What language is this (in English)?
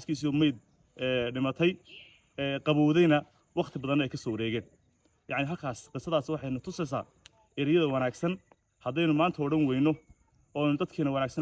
Somali